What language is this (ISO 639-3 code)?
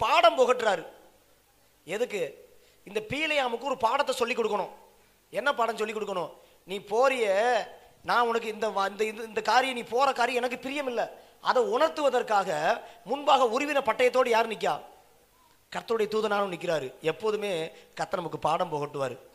tam